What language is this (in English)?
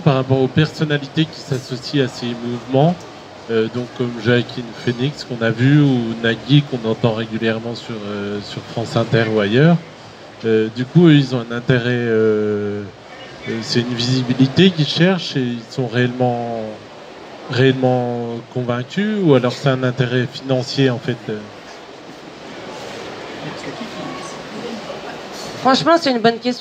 French